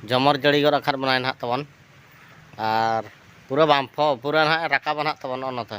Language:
Santali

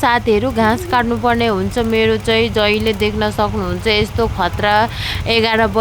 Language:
Nepali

